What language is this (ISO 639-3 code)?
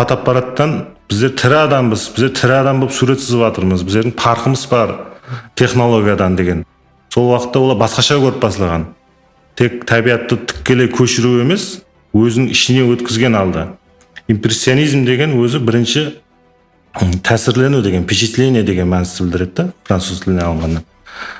kaa